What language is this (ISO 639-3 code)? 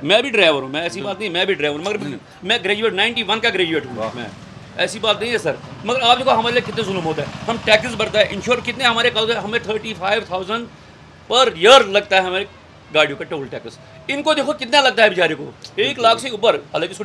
kas